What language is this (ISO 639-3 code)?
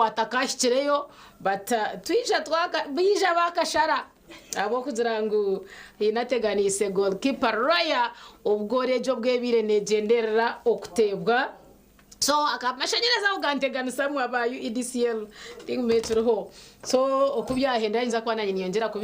nyn